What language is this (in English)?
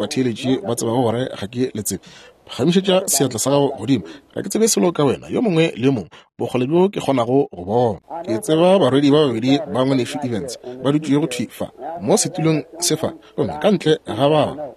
Northern Sotho